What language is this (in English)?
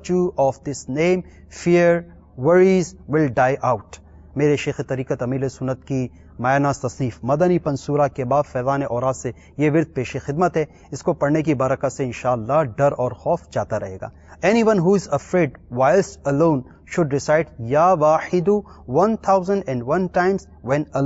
Urdu